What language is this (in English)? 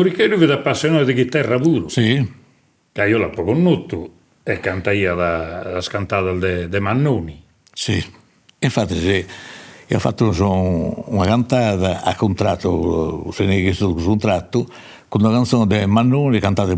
Sardinian